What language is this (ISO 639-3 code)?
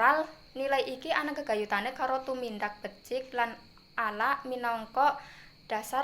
jav